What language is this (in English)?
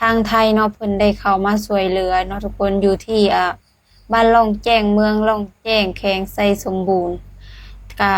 Lao